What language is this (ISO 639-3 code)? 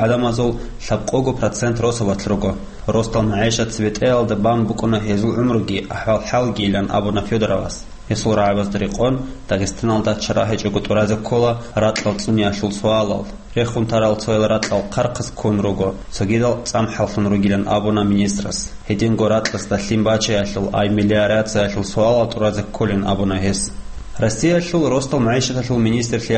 ava